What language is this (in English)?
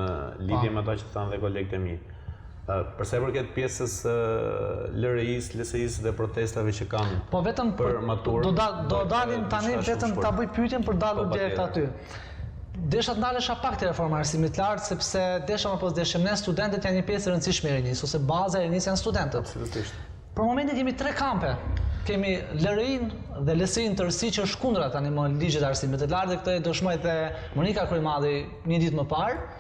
Albanian